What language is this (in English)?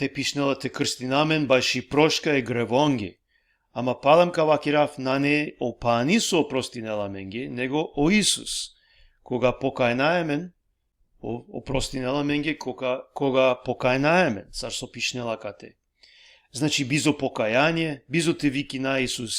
Balkan Romani